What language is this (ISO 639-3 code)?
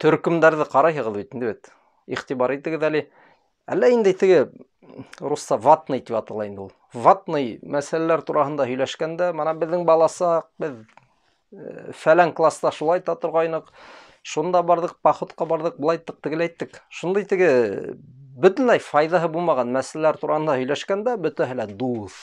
bak